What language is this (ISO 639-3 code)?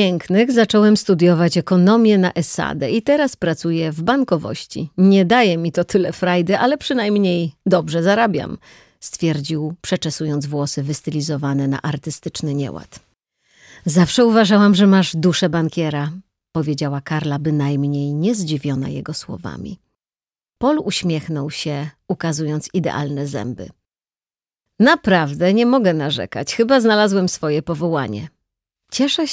pol